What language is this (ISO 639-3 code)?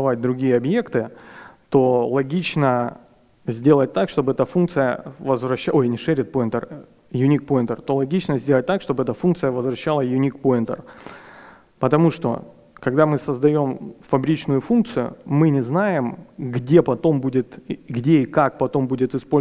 rus